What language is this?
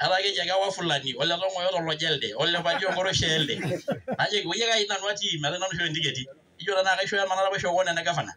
Masai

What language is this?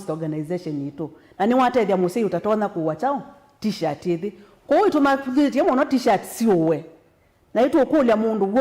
Kamba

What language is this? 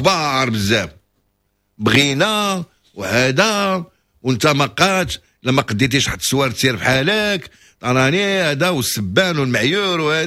Moroccan Arabic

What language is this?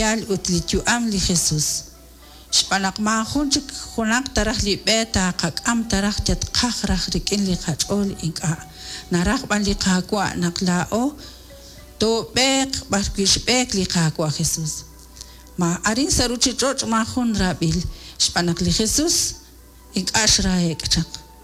Kekchí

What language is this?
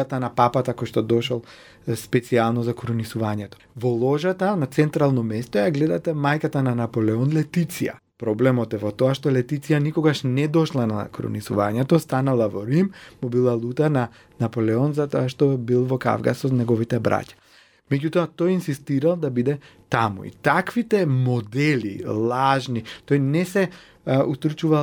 Macedonian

